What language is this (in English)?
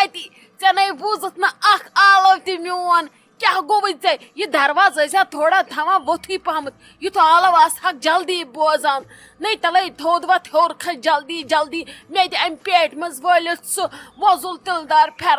Kashmiri